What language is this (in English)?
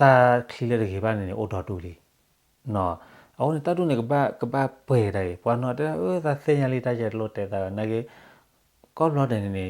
S'gaw Karen